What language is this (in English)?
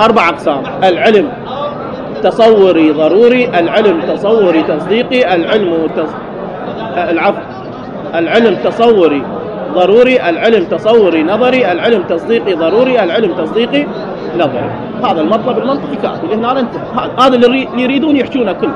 Mesopotamian Arabic